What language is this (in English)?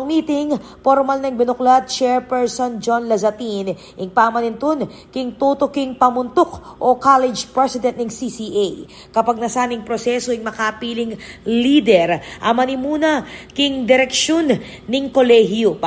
Pampanga